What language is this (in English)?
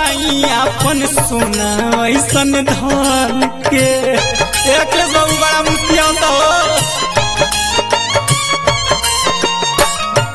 Bhojpuri